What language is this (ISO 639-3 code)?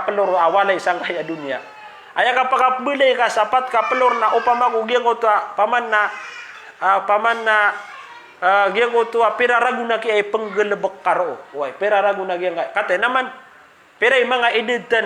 mrw